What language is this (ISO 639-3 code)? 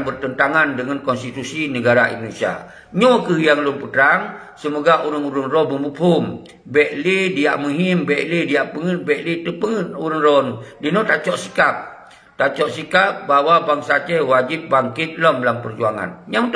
ace